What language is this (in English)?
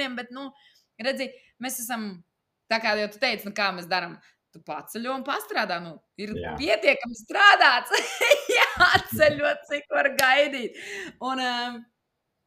Latvian